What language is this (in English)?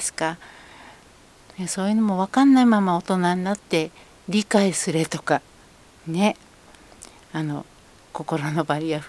Japanese